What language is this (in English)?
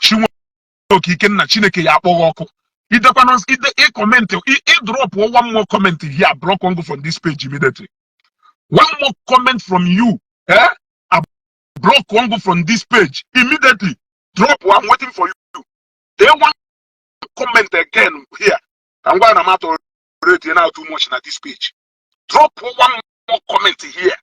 Igbo